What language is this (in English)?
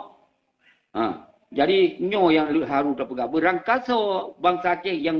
Achinese